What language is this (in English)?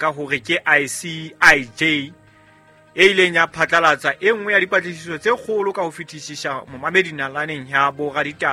Southern Sotho